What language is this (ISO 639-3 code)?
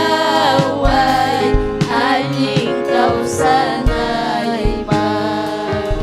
quy